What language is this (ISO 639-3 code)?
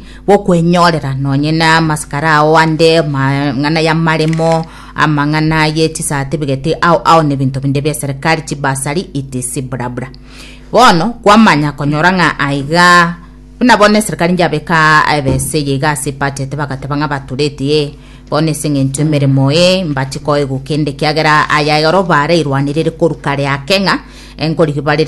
guz